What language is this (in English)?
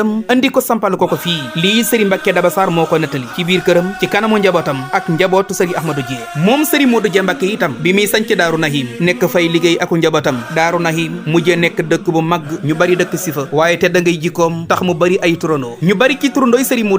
Wolof